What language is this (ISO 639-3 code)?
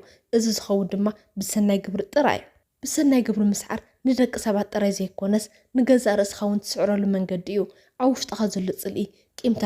tir